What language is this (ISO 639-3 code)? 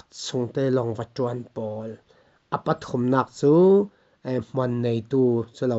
cfm